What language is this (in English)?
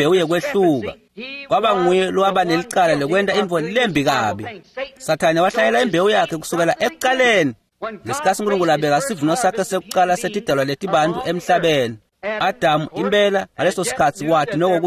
Swati